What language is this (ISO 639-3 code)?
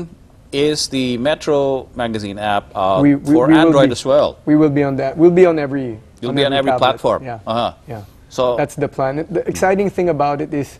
eng